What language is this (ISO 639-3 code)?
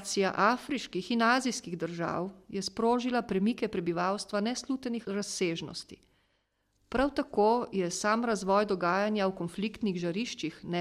slv